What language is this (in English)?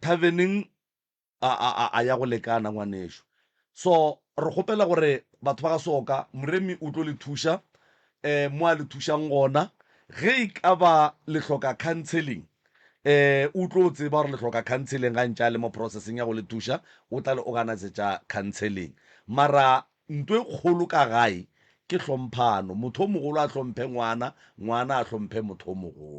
Northern Sotho